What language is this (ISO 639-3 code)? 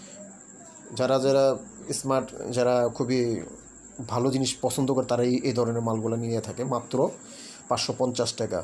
ben